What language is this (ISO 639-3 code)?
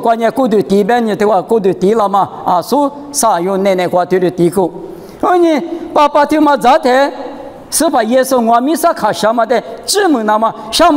lis